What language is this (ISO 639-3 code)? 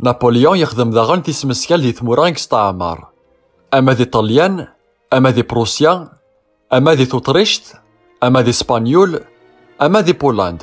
kab